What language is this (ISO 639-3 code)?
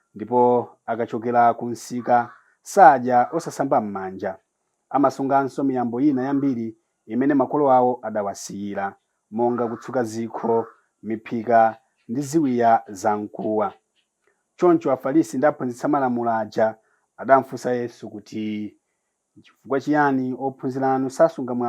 nya